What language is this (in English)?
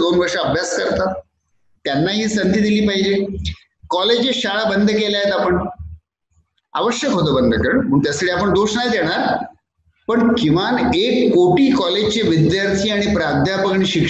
Marathi